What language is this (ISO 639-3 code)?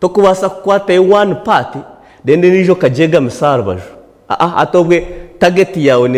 nyn